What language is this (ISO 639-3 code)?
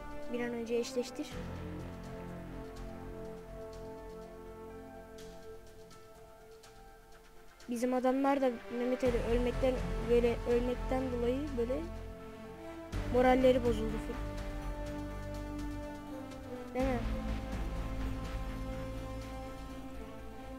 tur